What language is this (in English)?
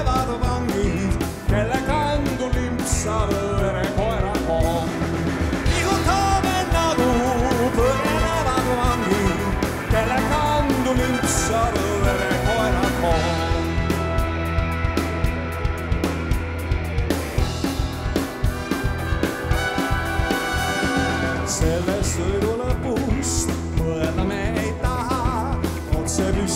Estonian